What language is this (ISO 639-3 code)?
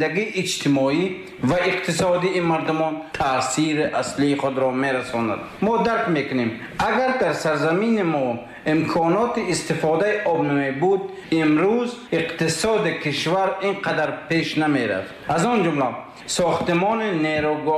tgk